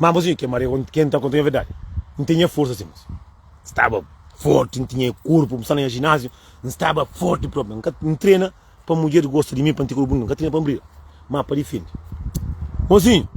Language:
Kabuverdianu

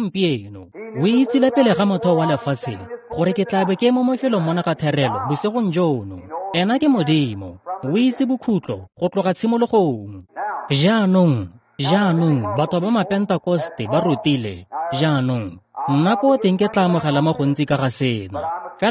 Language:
Tswana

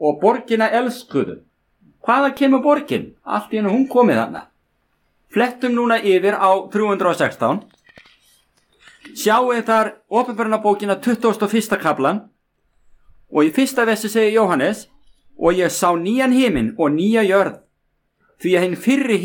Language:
Icelandic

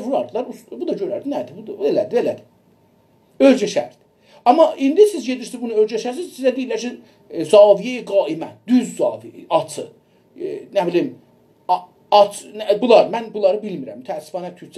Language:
South Azerbaijani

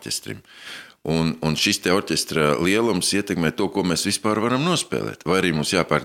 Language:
Latvian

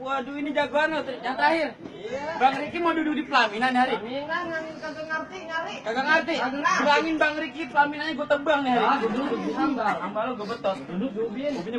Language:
Betawi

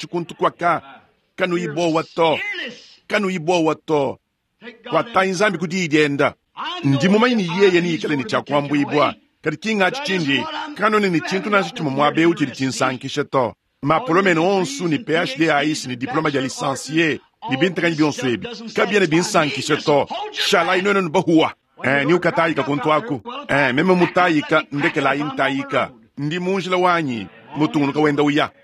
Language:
Luba-Lulua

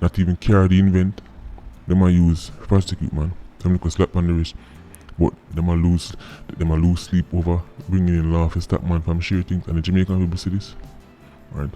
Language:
Jamaican Creole English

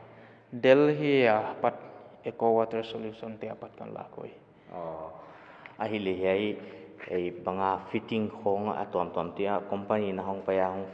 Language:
Paite Chin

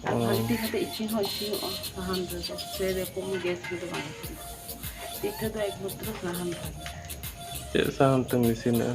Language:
Santali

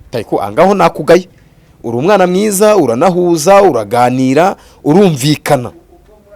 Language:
Kinyarwanda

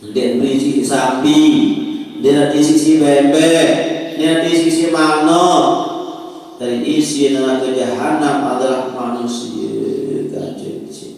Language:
Sasak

